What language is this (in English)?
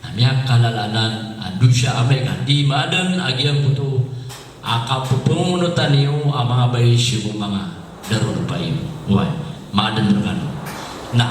Maranao